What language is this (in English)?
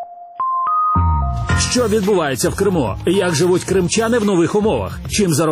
Ukrainian